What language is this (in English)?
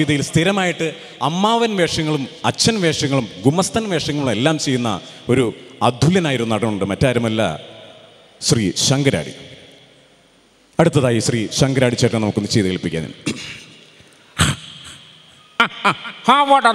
Malayalam